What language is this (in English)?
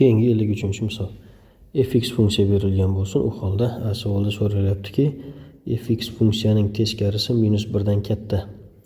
Uzbek